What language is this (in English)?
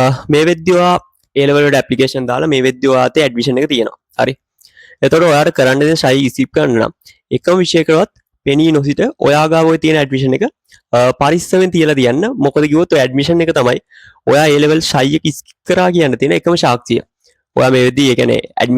Sinhala